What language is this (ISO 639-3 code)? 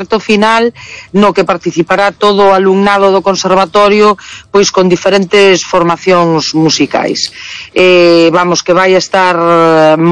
glg